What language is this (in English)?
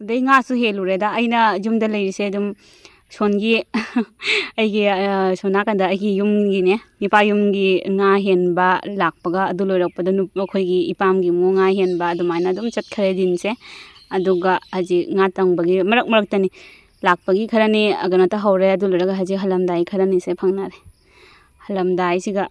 Manipuri